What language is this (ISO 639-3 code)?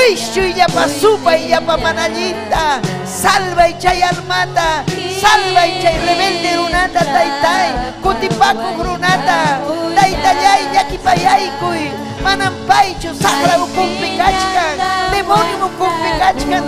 quy